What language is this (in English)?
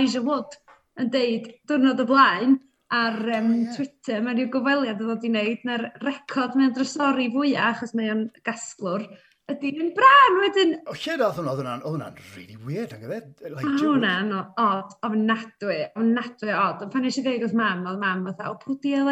Welsh